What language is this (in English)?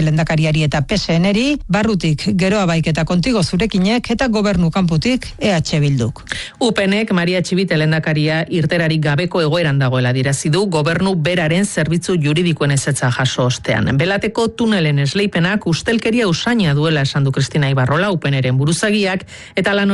Basque